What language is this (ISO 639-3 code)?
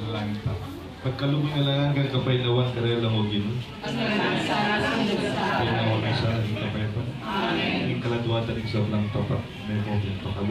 pam